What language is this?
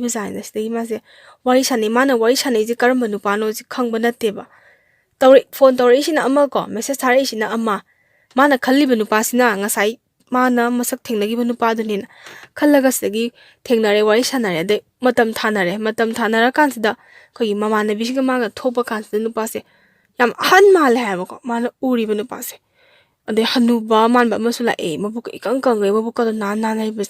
Manipuri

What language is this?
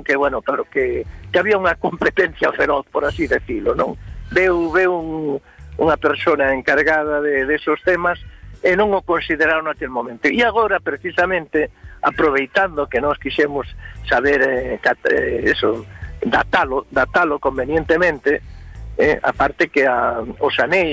Galician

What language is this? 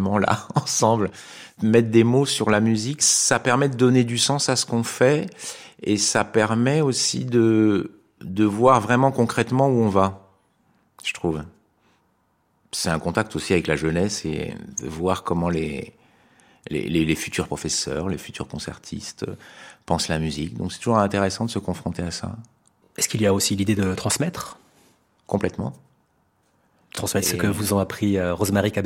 French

